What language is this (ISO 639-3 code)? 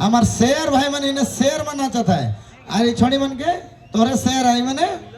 sck